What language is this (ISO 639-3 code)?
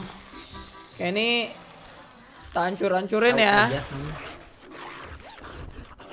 ind